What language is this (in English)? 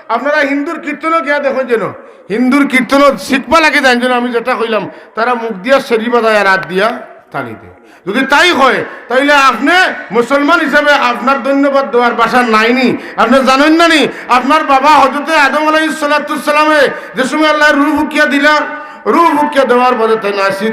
Sylheti